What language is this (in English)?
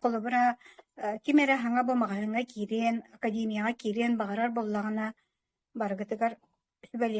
Yakut